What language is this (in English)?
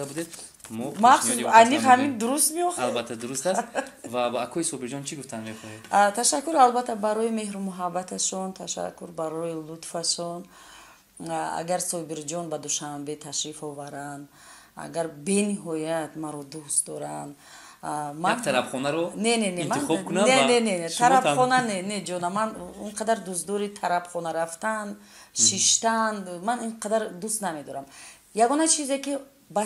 Tajik